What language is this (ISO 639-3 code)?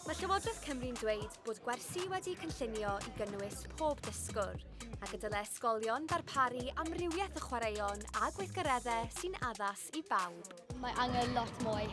cym